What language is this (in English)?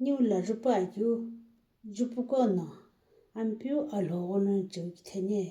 Sumi Naga